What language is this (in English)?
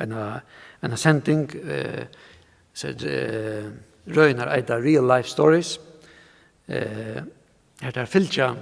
Faroese